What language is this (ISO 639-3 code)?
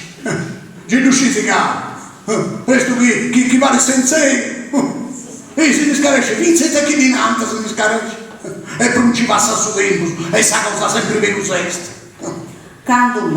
srd